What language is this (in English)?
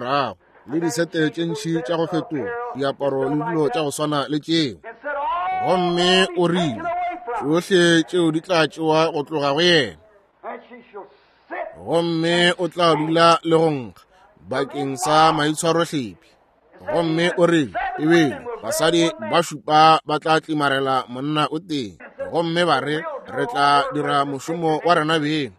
Northern Sotho